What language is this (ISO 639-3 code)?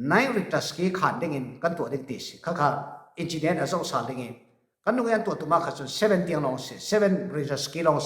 cfm